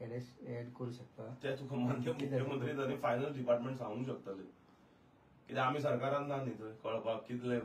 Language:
Konkani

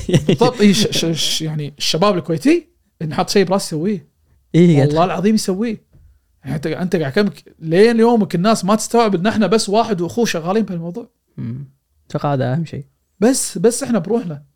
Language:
Gulf Arabic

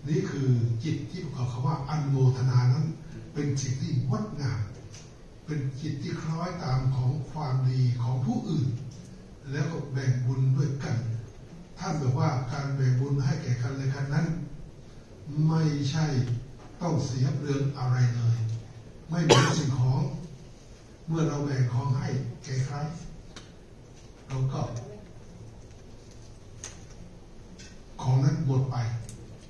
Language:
Thai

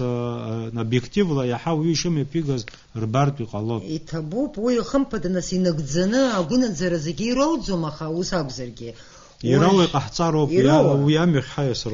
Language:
Abkhazian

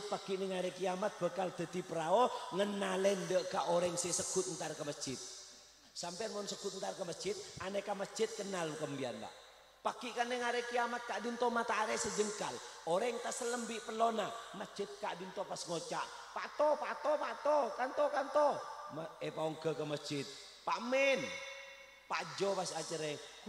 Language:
Madurese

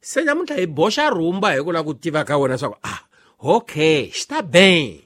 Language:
Tsonga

